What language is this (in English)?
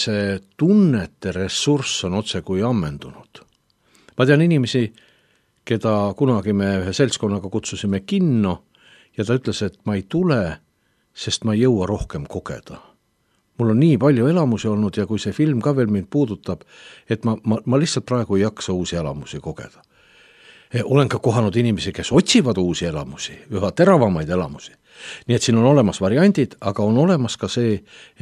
Estonian